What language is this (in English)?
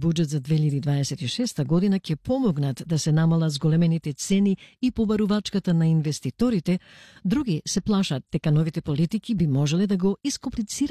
Macedonian